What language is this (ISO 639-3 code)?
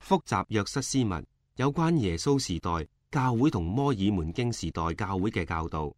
yue